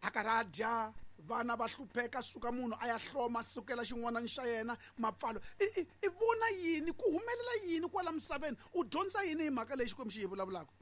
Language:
Tsonga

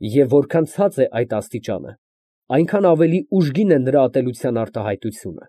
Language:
Armenian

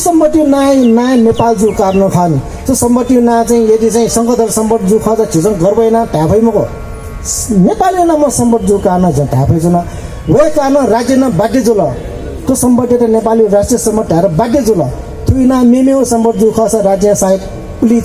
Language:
Newari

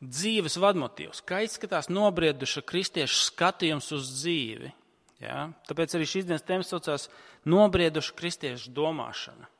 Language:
Latvian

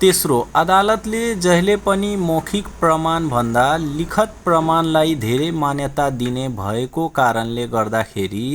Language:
Nepali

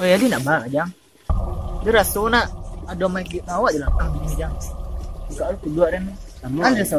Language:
Minangkabau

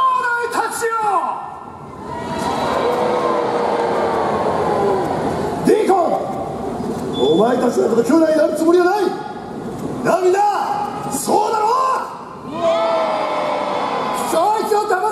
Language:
Japanese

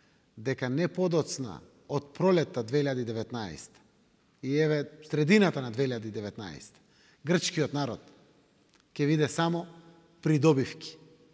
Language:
Macedonian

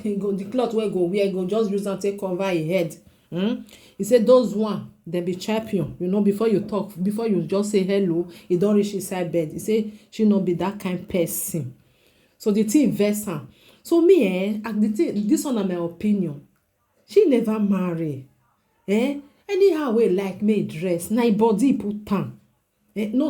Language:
Nigerian Pidgin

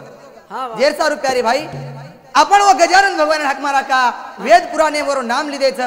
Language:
Lambadi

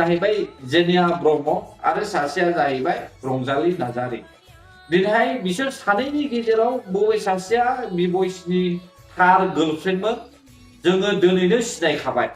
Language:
Bodo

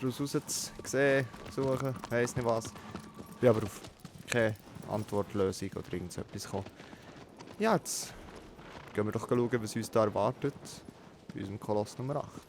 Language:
Swiss German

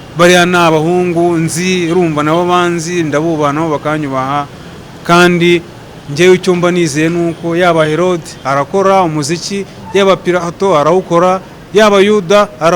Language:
Kinyarwanda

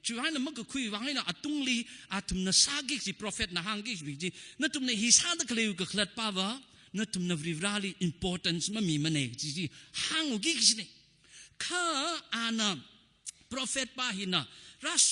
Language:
Tangkhul Naga (India)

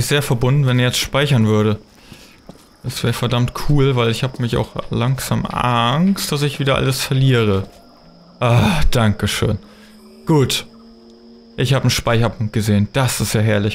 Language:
German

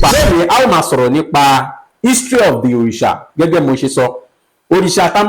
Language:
Yoruba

